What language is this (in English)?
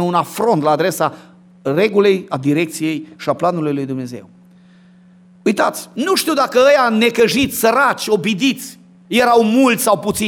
Romanian